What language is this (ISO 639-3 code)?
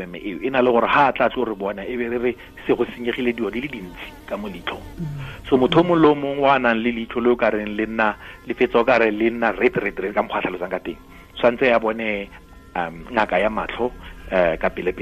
tsn